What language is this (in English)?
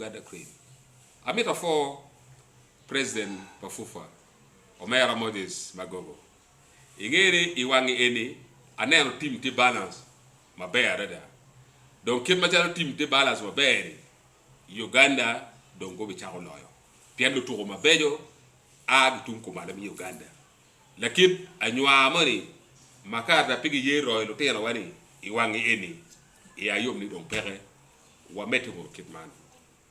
Acoli